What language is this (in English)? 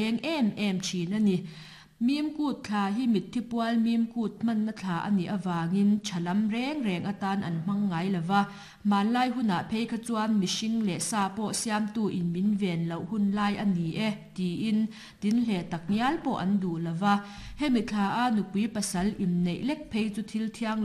Mizo